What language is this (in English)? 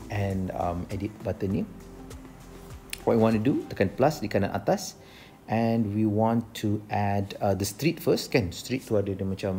Malay